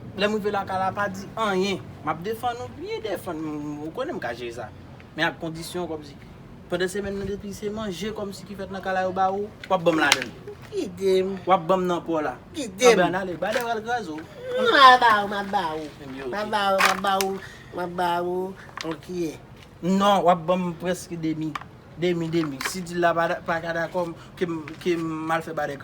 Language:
Haitian Creole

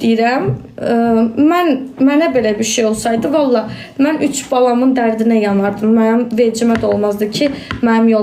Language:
Azerbaijani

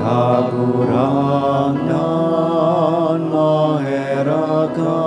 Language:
Bikol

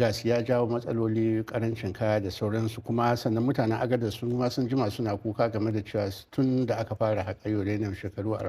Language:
Hausa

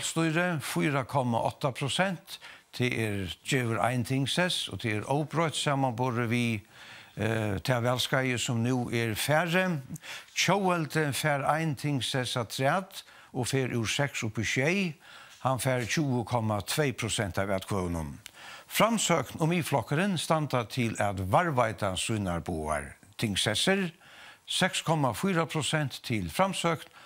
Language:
Faroese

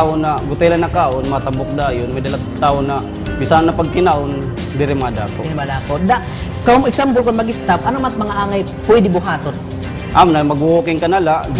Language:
Waray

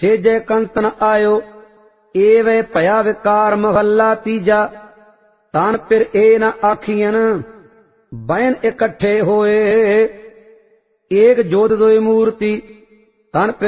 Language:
Punjabi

